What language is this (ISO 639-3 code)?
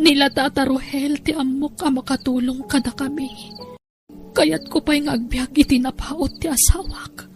ilo